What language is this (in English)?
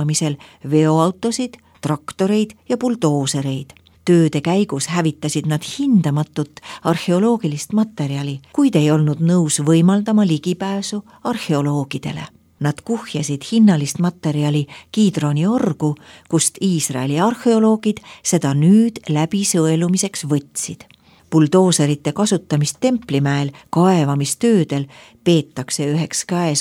Estonian